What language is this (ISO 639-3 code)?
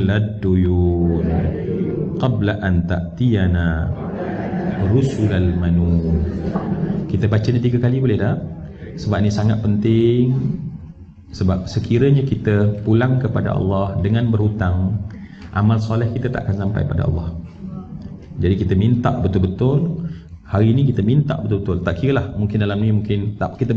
msa